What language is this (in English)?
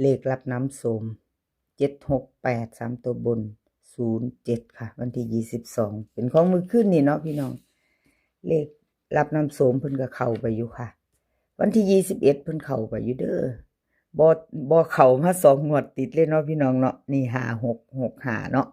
Northeastern Thai